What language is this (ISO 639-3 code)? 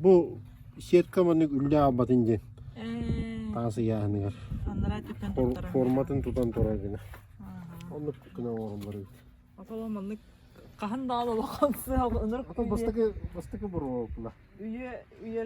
sah